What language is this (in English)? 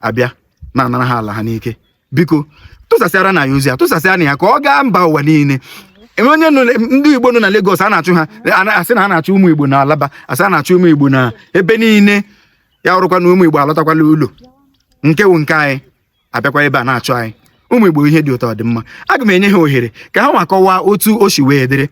Igbo